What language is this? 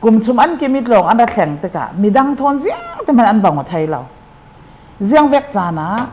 Falam Chin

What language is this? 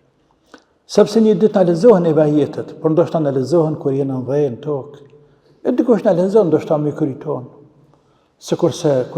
Albanian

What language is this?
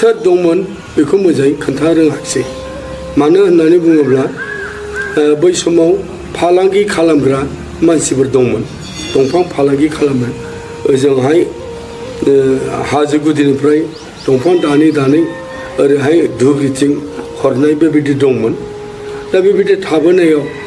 Bodo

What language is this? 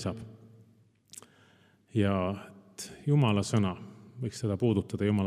Estonian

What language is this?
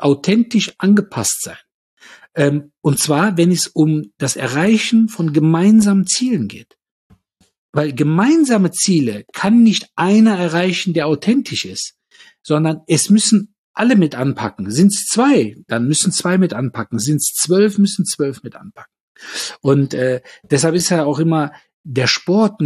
German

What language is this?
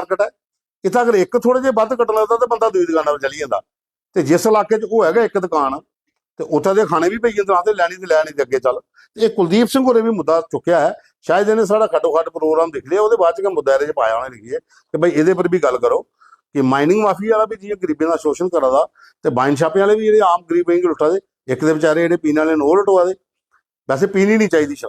Dogri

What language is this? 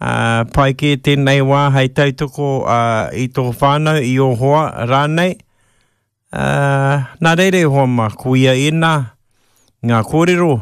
Māori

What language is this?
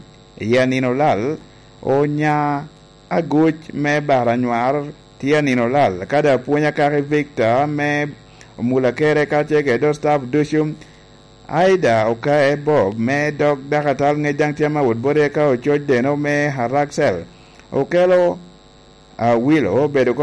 Lango (Uganda)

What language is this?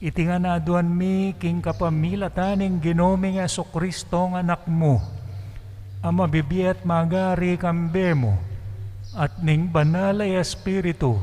Pampanga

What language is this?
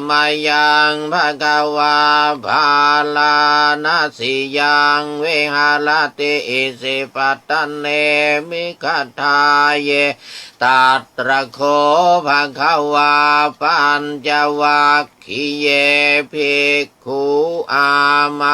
Pali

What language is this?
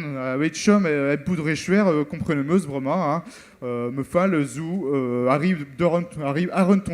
Breton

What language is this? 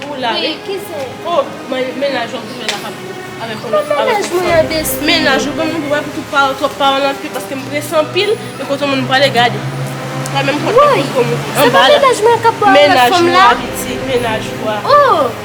Haitian Creole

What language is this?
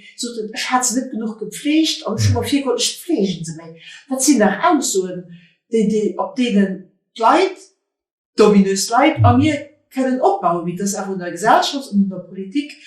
Luxembourgish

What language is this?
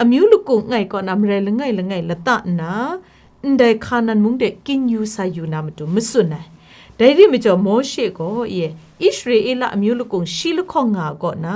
Kachin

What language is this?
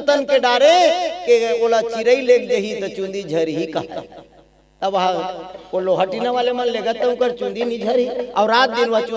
Chhattisgarhi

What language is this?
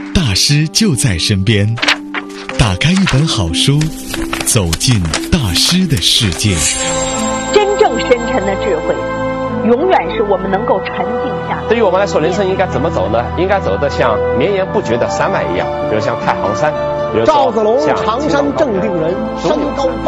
Chinese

